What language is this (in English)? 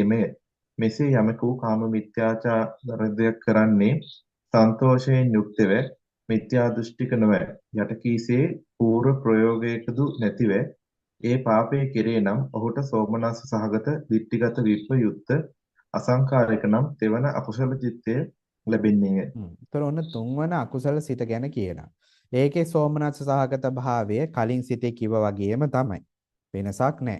Sinhala